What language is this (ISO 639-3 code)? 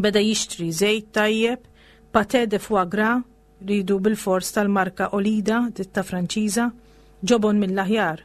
mlt